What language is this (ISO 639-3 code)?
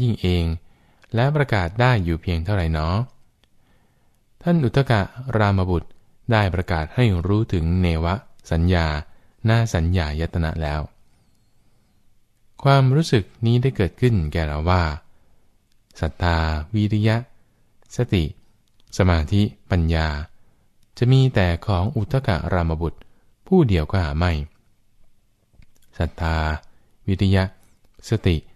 tha